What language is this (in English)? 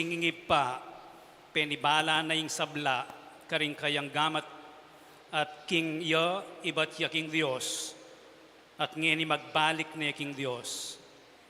Pampanga